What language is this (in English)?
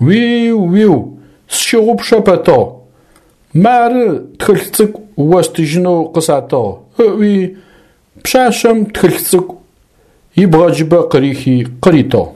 Adyghe